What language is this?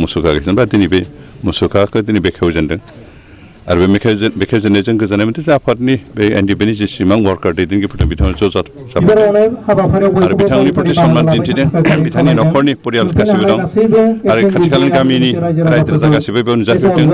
Bodo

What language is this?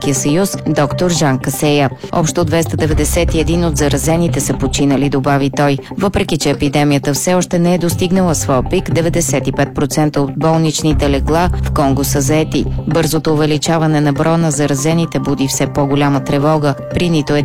Bulgarian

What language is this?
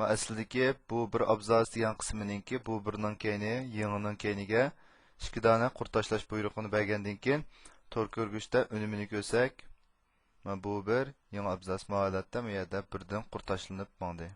Uyghur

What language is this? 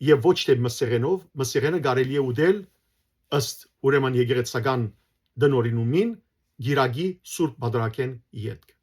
Western Armenian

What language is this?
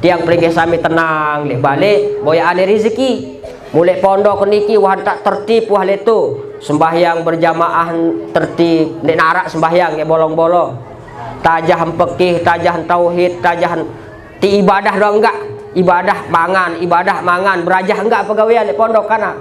Sasak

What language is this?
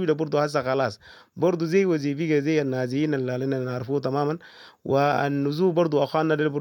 Sudanese Arabic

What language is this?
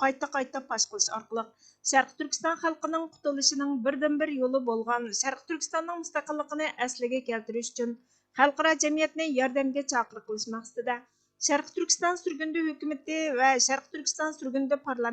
Uyghur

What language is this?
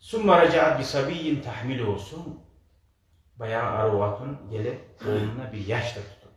Kumyk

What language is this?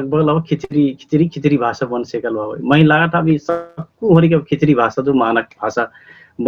Dangaura Tharu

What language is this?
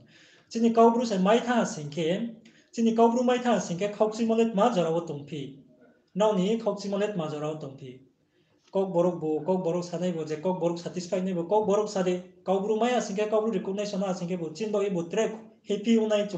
Riang (India)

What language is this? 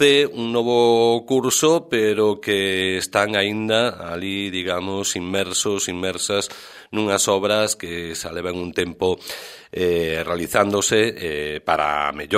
Galician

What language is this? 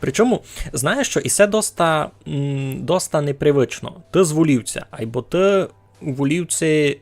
Rusyn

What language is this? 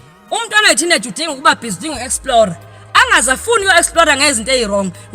Zulu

